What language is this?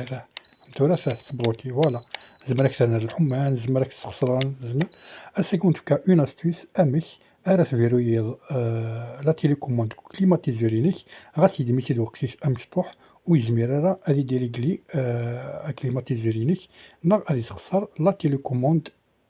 Kabyle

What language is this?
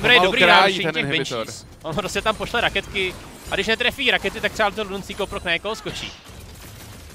Czech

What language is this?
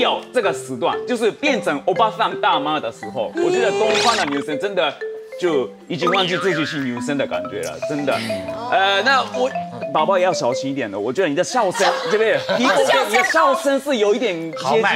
Chinese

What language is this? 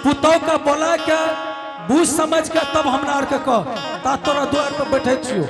Angika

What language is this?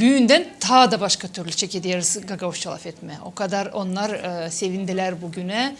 Gagauz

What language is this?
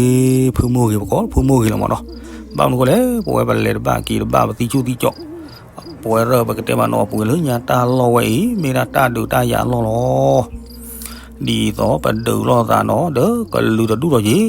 S'gaw Karen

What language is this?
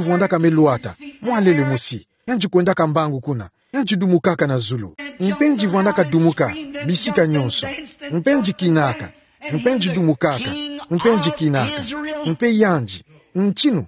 Kituba (Democratic Republic of Congo)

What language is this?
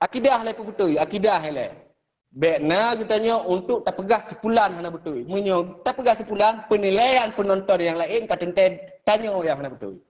Achinese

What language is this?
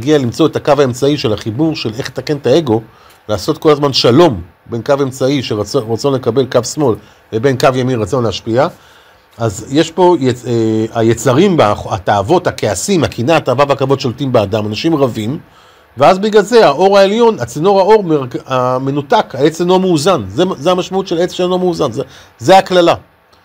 Hebrew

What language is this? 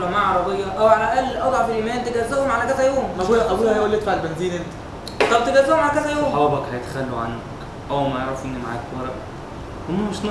Egyptian Arabic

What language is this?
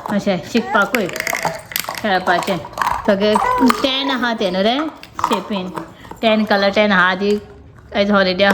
Konkani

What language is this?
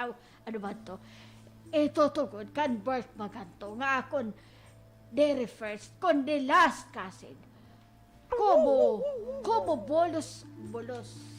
Waray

